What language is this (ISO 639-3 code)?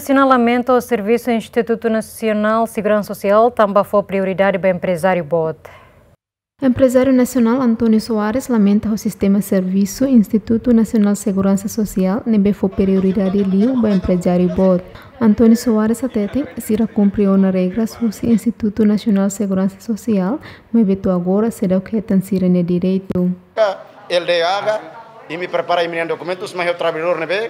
tet